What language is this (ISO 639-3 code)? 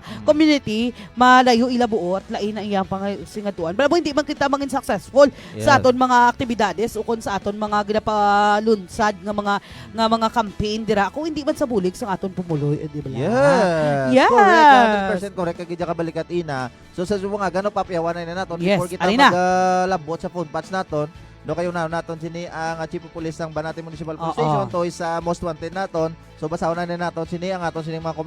hil